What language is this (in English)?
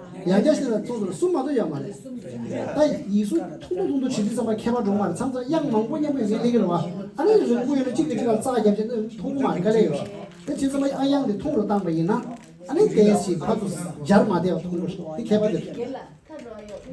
Tibetan